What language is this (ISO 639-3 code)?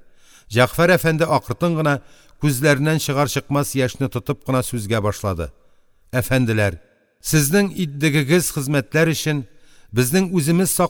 tat